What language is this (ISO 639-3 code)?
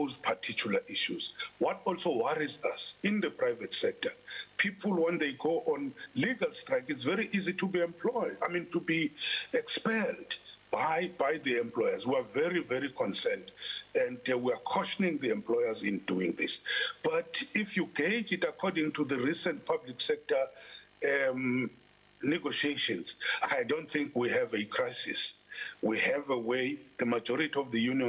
eng